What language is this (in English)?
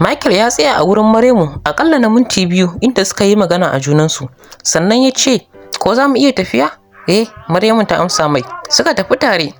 Hausa